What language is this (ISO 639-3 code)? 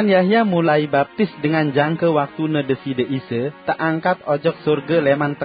sas